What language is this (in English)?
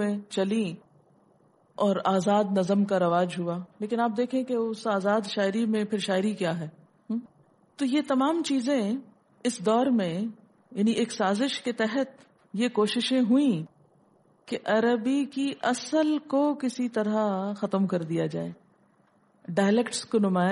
Urdu